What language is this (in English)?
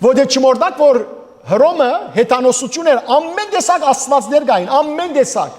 Western Armenian